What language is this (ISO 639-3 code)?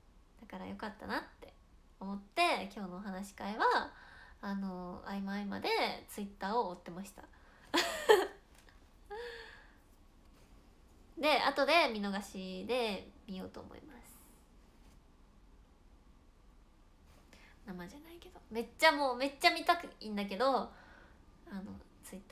jpn